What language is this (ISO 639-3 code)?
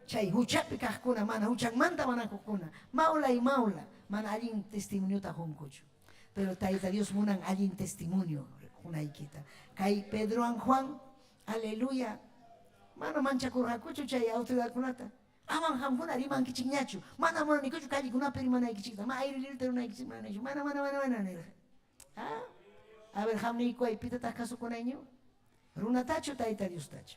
quy